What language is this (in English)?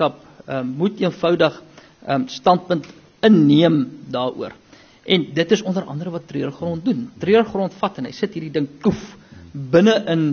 Afrikaans